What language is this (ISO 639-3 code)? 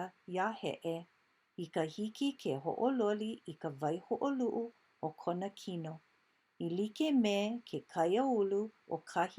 haw